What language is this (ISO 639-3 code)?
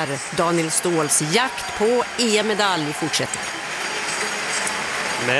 swe